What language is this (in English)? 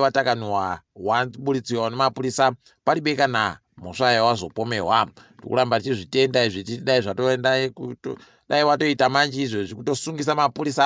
Ndau